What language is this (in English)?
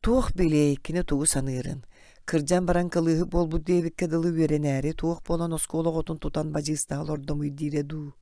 Yakut